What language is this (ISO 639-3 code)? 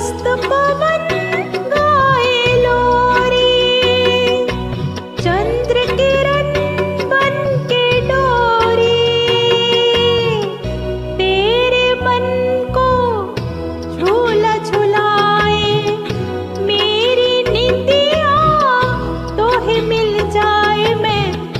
hin